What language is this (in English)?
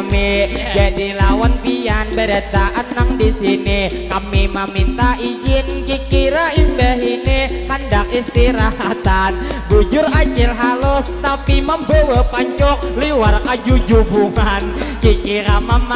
Banjar